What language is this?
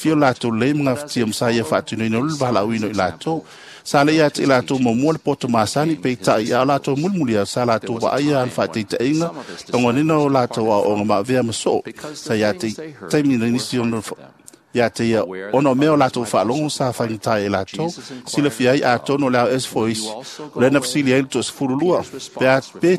Samoan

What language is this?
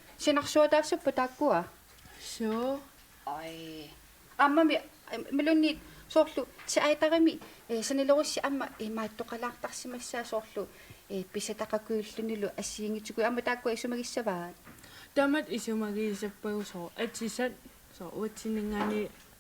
Kalaallisut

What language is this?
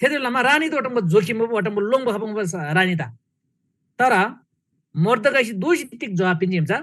Eastern Tamang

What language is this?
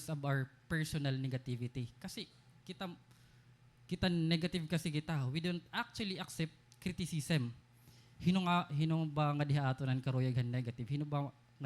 Waray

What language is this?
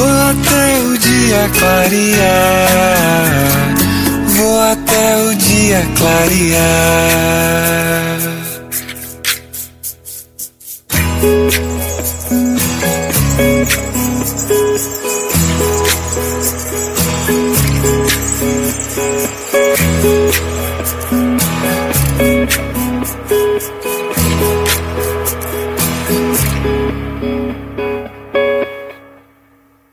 Portuguese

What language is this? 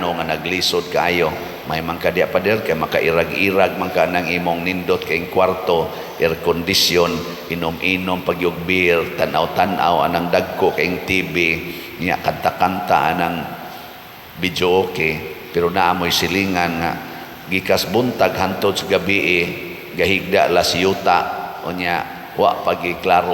Cebuano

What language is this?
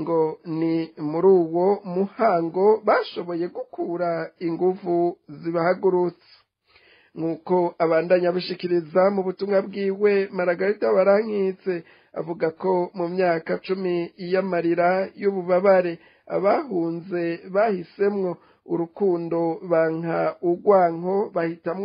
Rundi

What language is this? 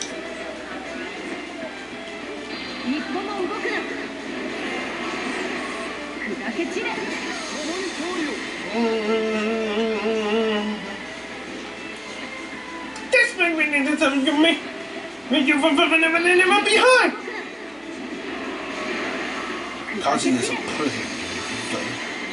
Japanese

